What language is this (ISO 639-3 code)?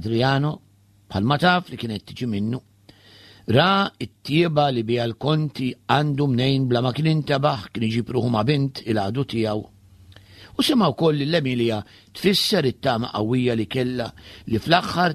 mlt